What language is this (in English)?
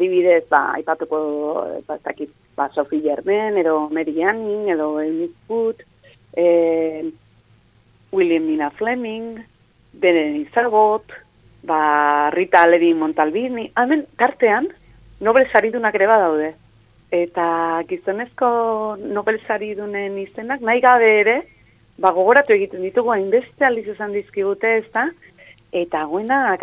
Basque